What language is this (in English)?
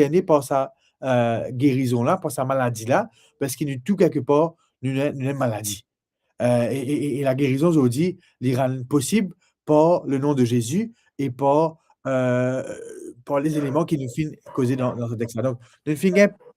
Morisyen